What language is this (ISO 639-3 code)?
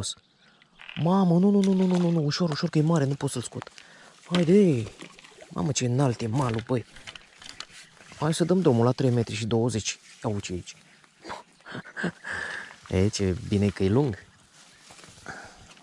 ron